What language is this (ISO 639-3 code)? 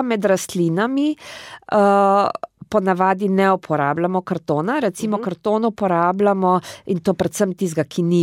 slv